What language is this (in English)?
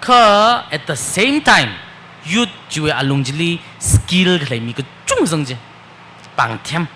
Tangkhul Naga (India)